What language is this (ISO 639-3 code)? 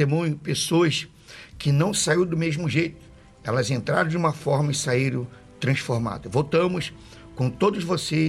por